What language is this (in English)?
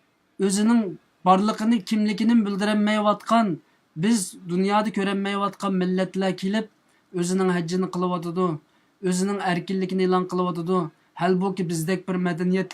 Uyghur